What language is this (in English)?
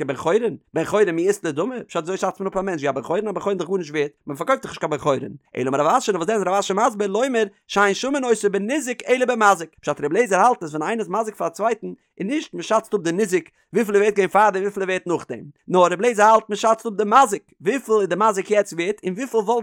Yiddish